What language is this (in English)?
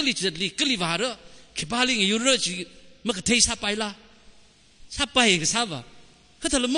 Tangkhul Naga (India)